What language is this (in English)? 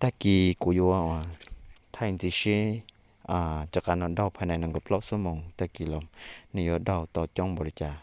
Hmong